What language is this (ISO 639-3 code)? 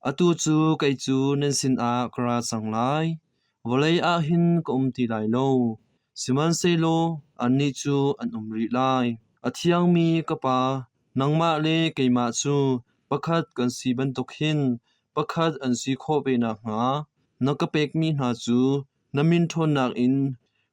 cnh